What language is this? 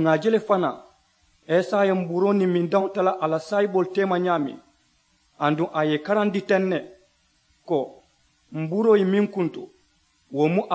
Mandingo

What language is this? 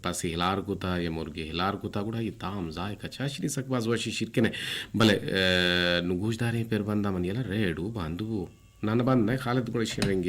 Eastern Balochi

